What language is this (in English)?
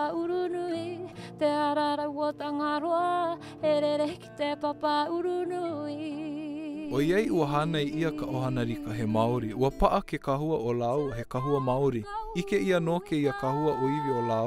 Hawaiian